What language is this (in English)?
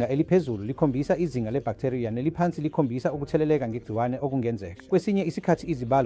Zulu